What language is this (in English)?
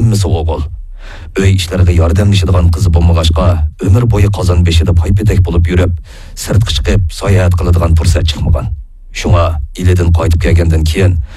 Uyghur